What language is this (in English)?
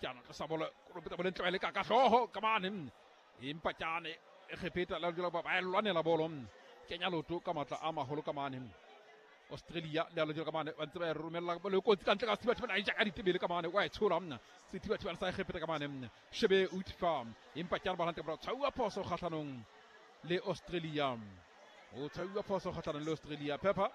Southern Sotho